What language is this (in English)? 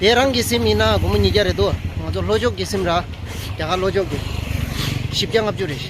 Tibetan